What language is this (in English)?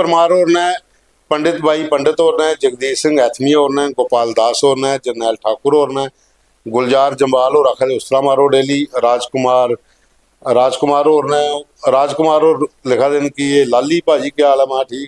Dogri